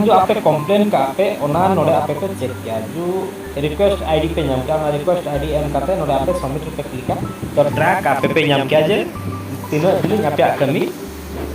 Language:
Santali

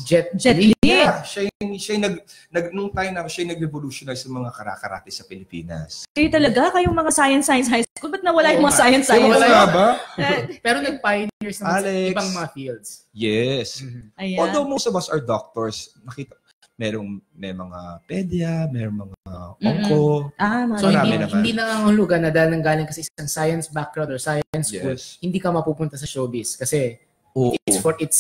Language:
Filipino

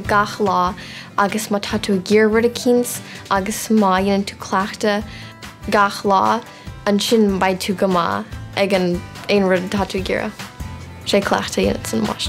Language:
Irish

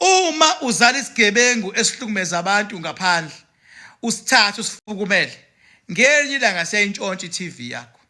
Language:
Zulu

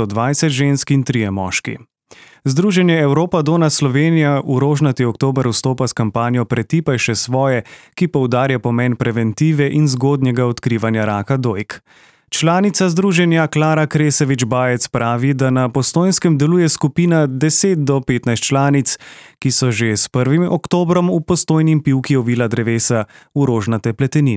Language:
Slovenian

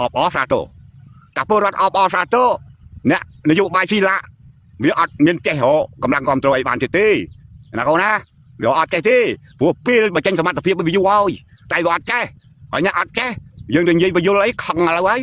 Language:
Khmer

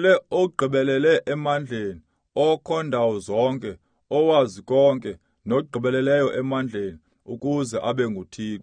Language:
Xhosa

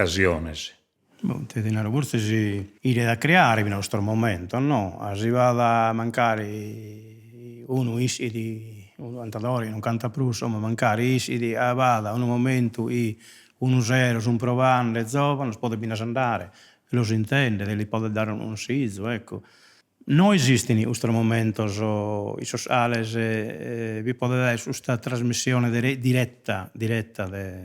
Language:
Sardinian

